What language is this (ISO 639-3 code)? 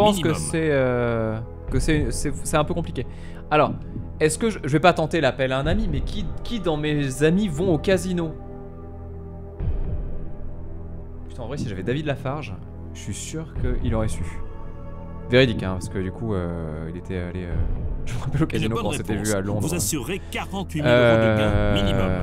fra